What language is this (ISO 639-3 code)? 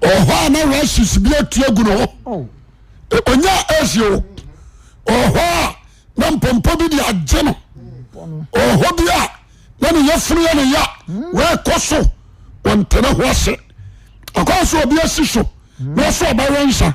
aka